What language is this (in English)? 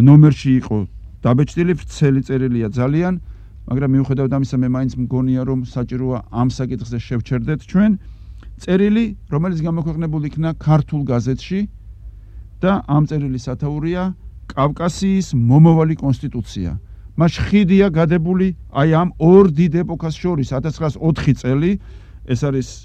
Georgian